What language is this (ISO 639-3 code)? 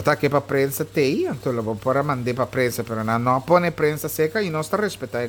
pap